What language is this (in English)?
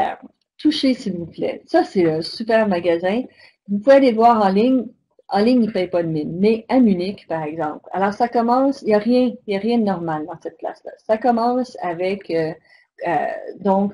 French